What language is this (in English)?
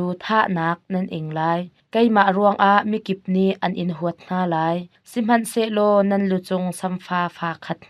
Hakha Chin